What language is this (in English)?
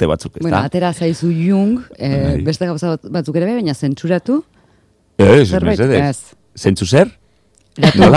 Basque